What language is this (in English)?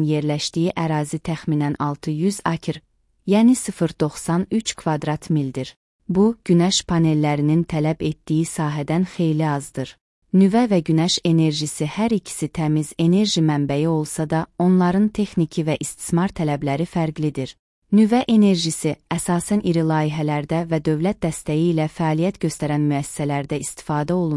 Azerbaijani